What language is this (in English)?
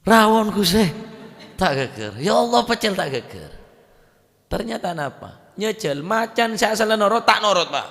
Madurese